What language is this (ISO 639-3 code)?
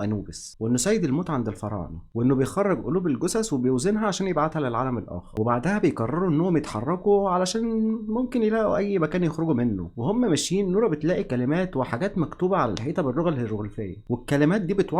arz